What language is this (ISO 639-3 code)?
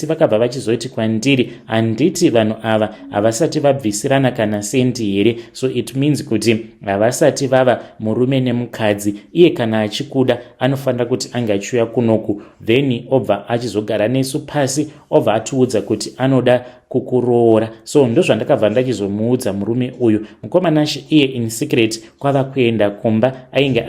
sna